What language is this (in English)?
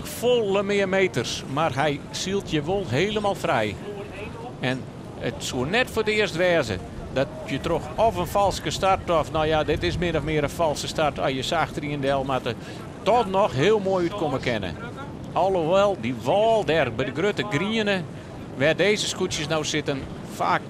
Western Frisian